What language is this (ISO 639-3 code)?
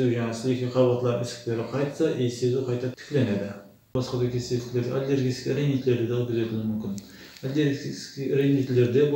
kaa